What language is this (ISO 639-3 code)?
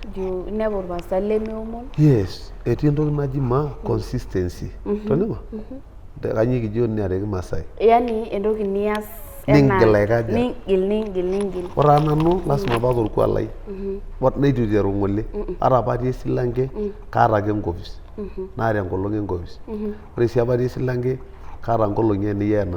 mas